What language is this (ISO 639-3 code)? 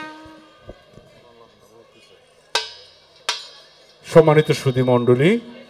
ben